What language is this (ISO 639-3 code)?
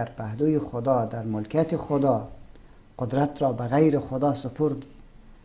fas